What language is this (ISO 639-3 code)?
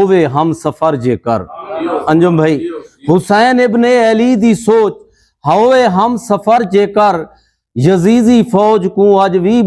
skr